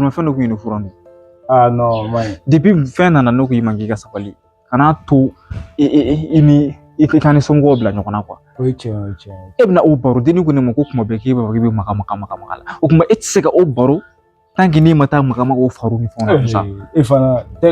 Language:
Bambara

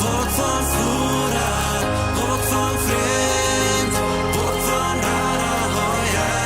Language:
Plautdietsch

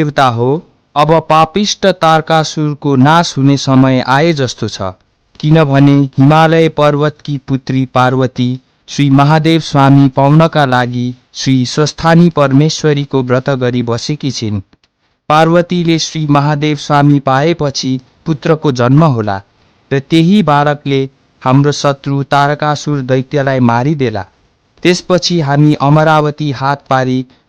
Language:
Nepali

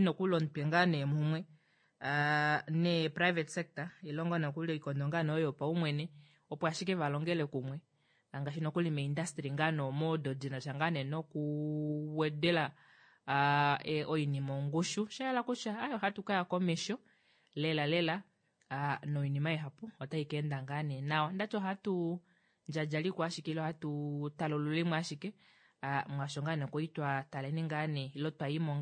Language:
Kuanyama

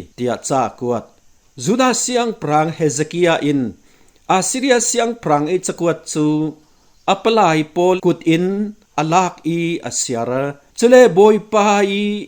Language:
Falam Chin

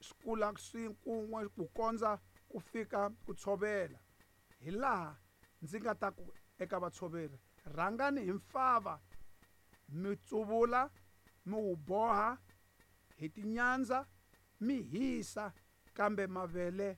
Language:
Tsonga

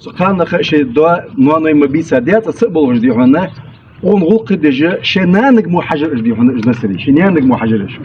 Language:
Ingush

